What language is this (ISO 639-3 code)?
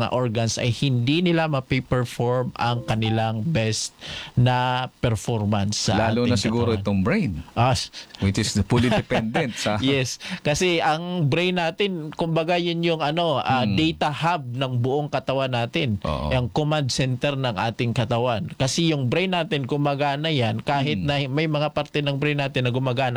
fil